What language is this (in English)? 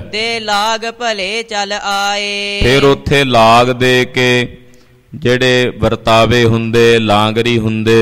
Punjabi